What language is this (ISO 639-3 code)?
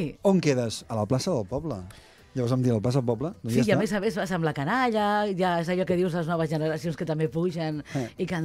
cat